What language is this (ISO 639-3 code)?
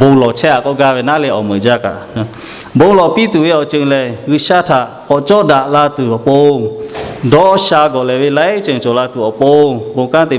lhu